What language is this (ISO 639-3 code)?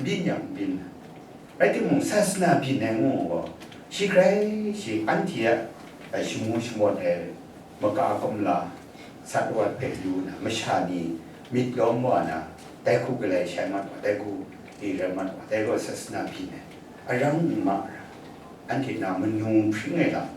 kac